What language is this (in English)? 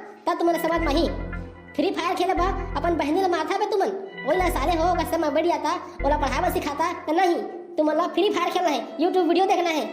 Chhattisgarhi